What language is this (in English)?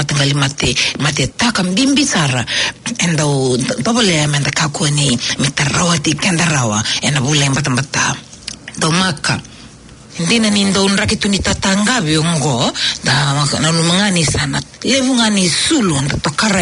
Fijian